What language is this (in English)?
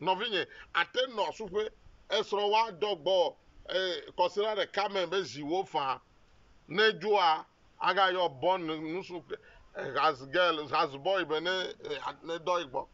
Ewe